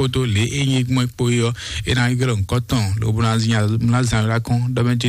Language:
Fon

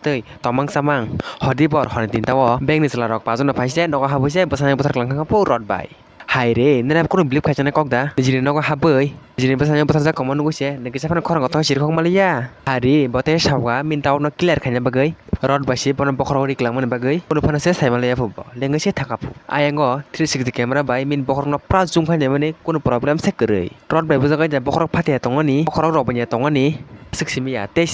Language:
Kok Borok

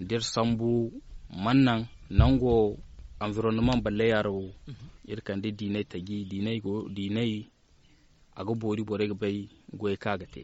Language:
Zarma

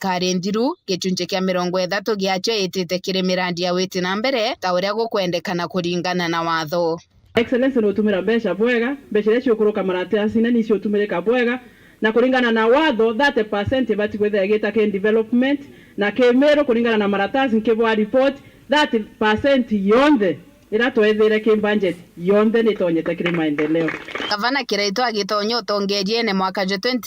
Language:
Meru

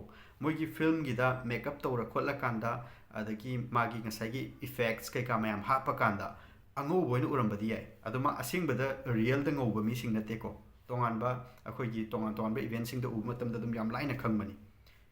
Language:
Manipuri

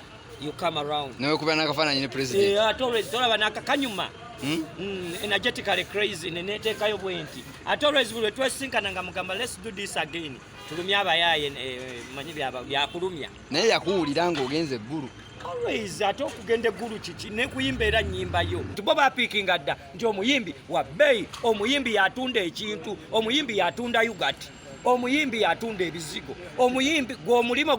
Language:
Ganda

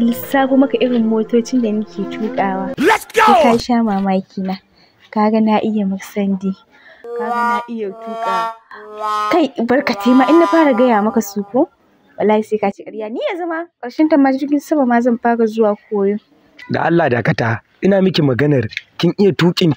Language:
Hausa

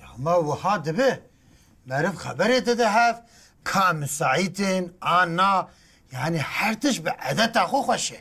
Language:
Kurdish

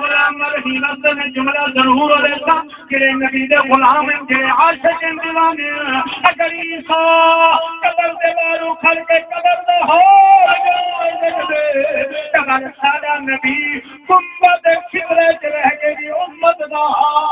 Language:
Saraiki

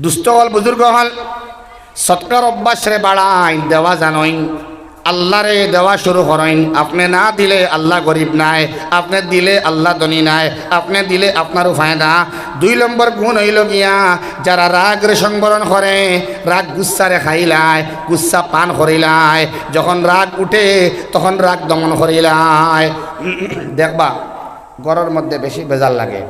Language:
Sylheti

